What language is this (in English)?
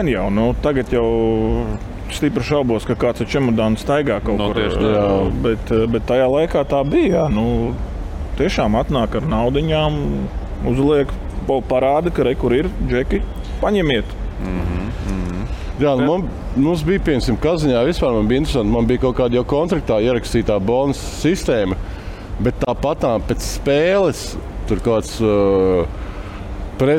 Latvian